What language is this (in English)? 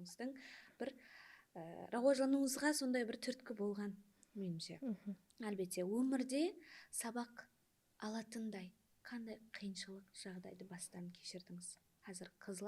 Kara-Kalpak